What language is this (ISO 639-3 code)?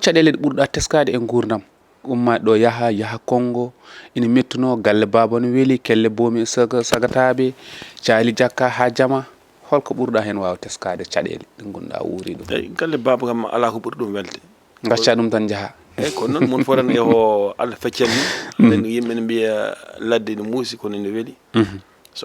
ful